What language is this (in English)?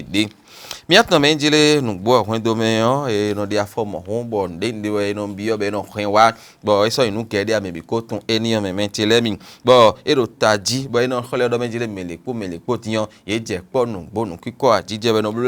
Fon